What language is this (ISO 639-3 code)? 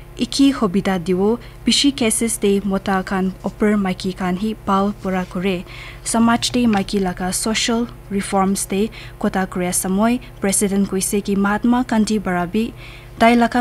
nag